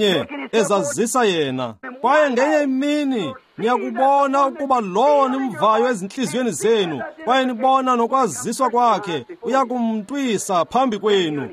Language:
Xhosa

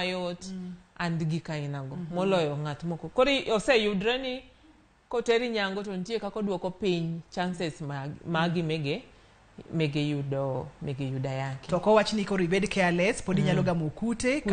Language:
Luo (Kenya and Tanzania)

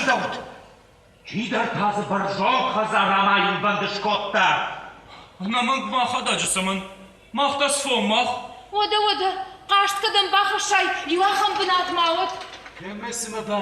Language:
Ossetic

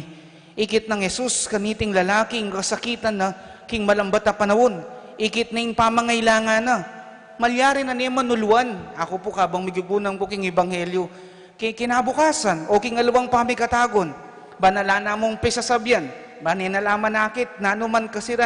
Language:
Pampanga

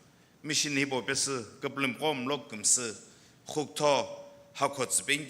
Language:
Sumi Naga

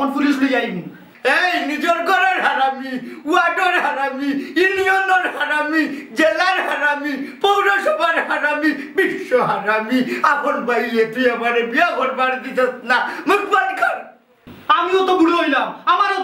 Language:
Sylheti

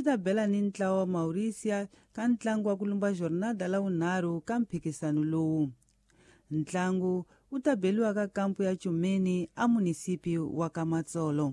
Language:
Tsonga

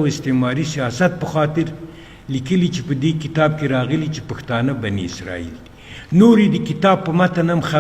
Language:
Pashto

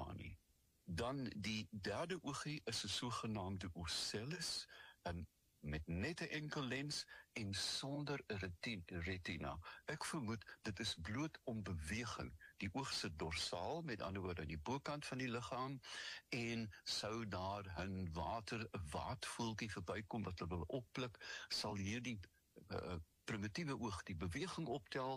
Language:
Afrikaans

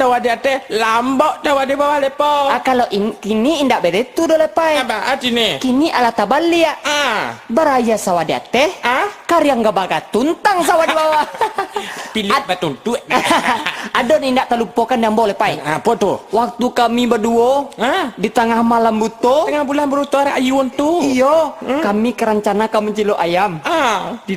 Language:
Minangkabau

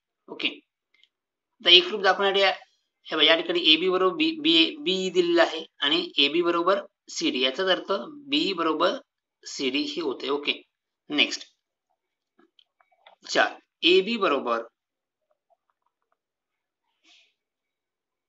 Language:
Marathi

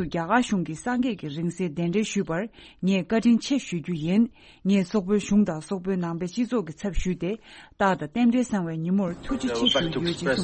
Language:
Tibetan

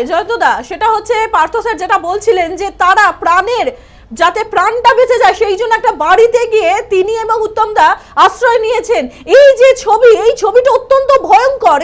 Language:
Bangla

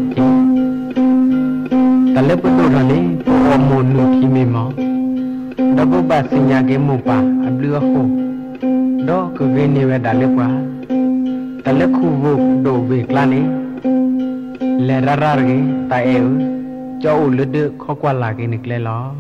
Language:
Thai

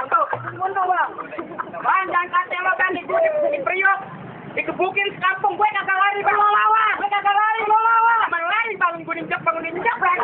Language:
Betawi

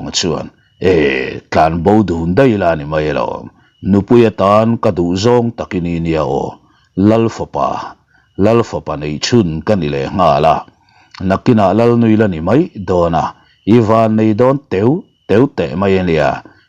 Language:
Mizo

